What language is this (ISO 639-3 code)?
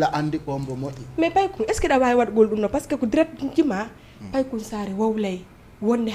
ful